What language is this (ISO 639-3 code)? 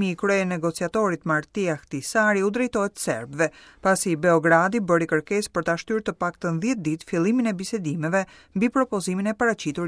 sqi